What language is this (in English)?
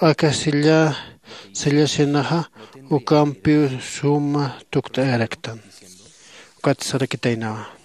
Aymara